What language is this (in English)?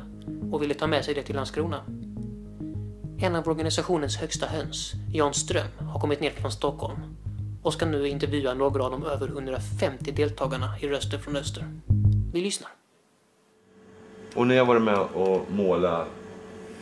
Swedish